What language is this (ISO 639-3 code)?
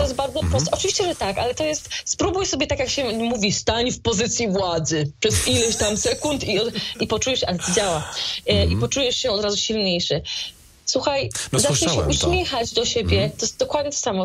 pol